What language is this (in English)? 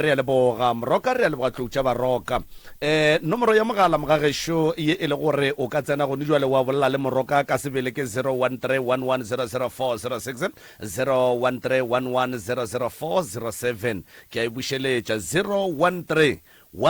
Northern Sotho